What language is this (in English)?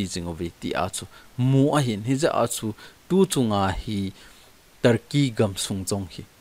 Thado Chin